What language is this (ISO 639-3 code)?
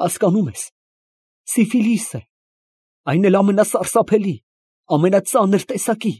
hye